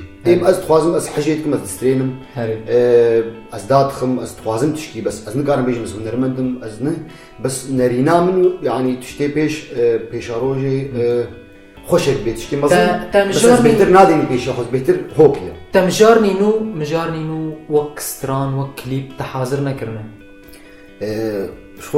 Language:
Kurdish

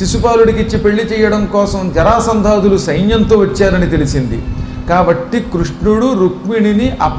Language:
Telugu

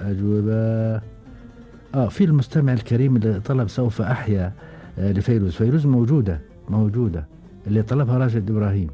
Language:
Gulf Arabic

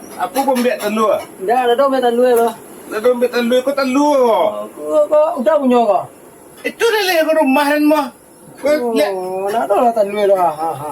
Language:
Minangkabau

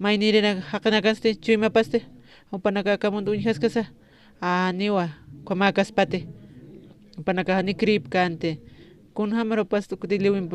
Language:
Aymara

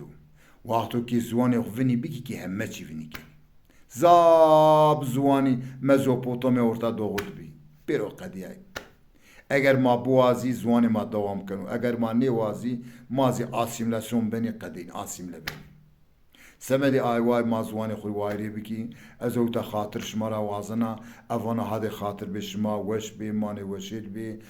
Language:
Zaza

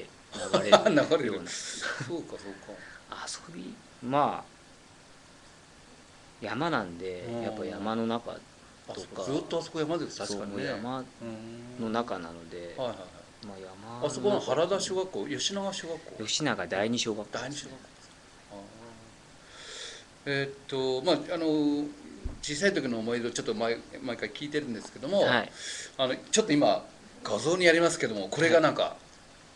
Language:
Japanese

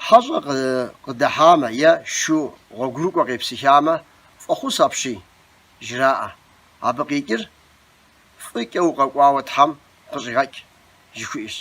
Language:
Kabardian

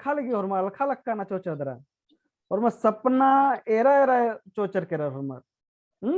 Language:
Kurukh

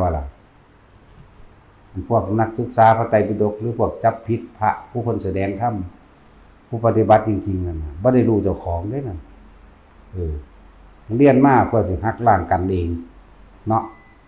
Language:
Northeastern Thai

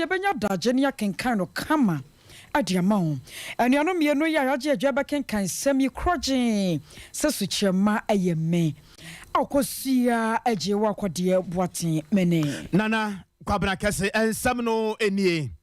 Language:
Akan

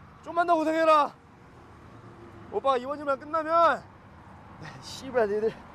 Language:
Korean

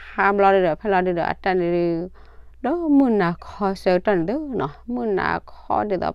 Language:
S'gaw Karen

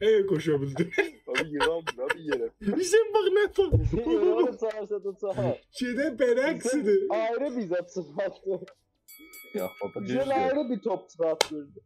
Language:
South Azerbaijani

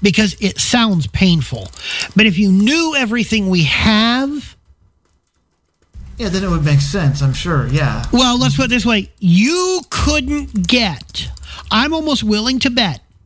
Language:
English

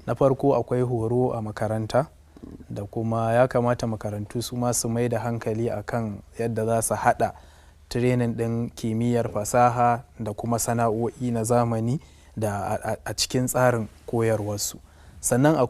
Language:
Hausa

